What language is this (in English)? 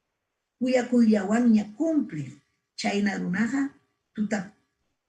Ayacucho Quechua